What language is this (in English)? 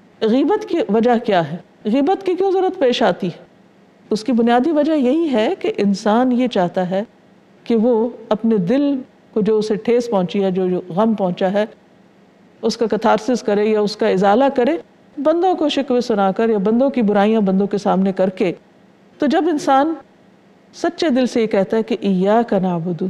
Urdu